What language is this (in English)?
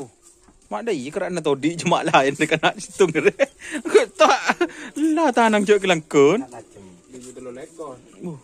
Madurese